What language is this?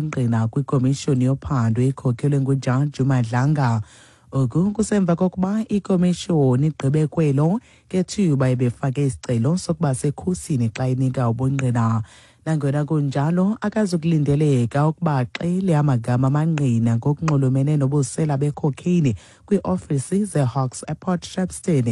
Xhosa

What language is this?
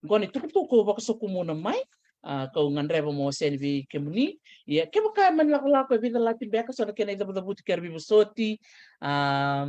Fijian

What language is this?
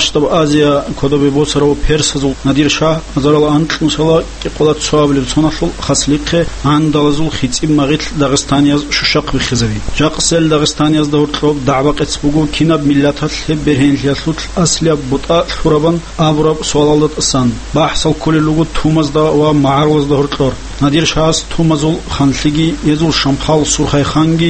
Avaric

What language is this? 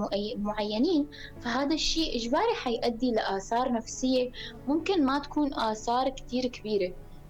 North Levantine Arabic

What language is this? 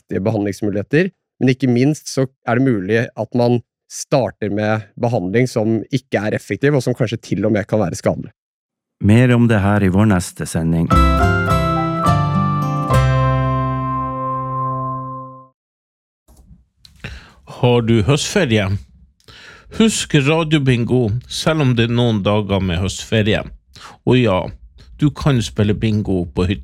Norwegian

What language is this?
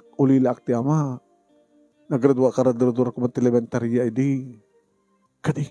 Iloko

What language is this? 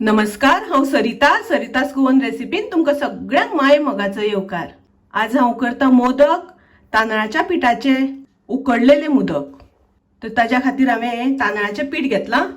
Konkani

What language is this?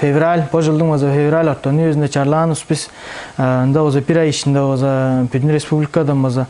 Tuvinian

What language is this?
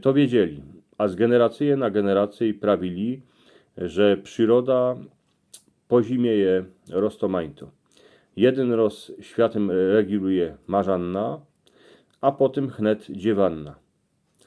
Silesian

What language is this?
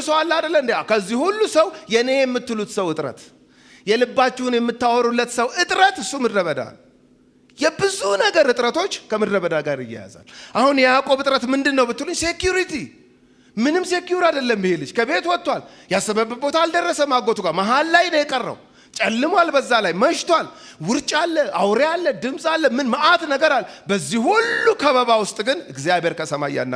Amharic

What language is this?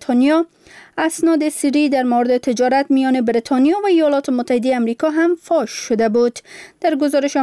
Persian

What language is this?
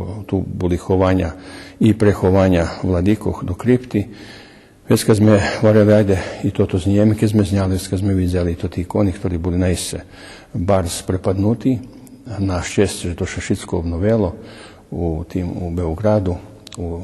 Rusyn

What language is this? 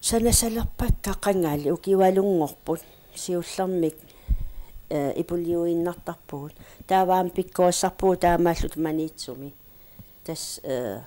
Kalaallisut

